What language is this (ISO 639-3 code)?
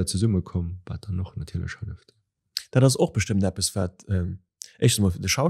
ltz